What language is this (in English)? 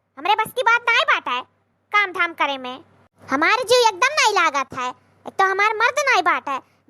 Awadhi